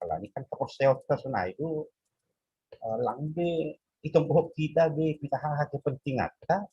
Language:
Batak Simalungun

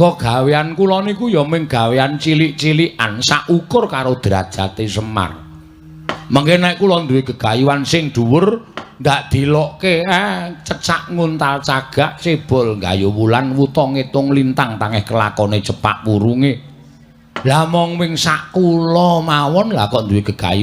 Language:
Javanese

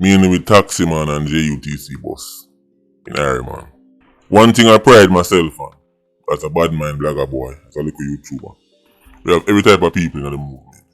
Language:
Jamaican Creole English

